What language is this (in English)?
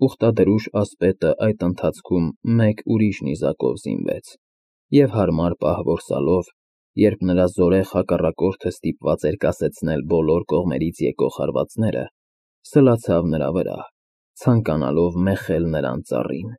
Armenian